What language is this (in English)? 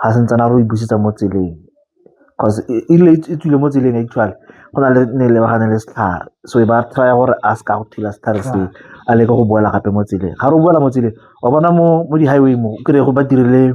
Tswana